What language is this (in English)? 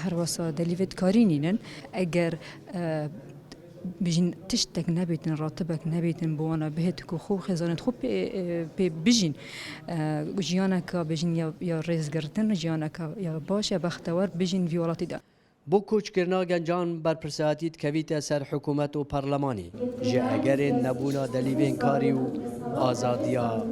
Kurdish